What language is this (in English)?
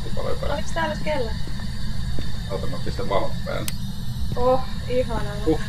Finnish